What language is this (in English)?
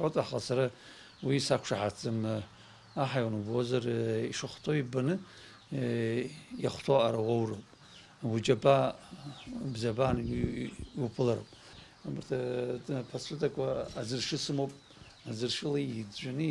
Abkhazian